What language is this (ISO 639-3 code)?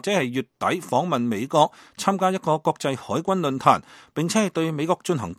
yue